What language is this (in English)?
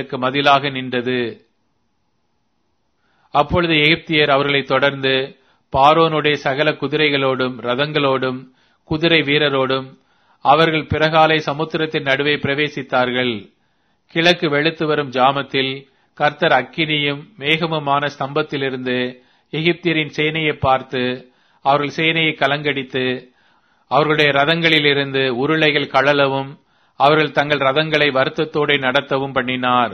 Tamil